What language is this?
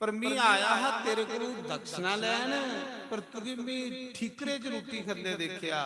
Dogri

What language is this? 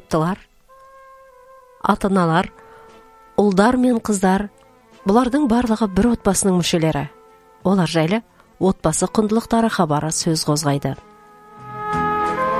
Kazakh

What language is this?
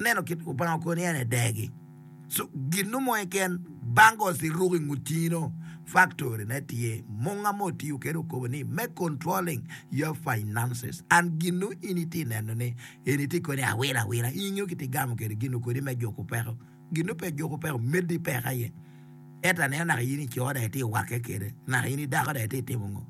Acoli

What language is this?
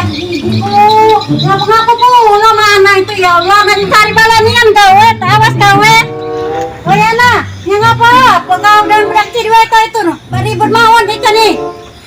Musi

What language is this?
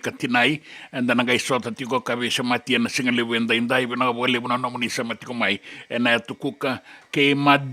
Fijian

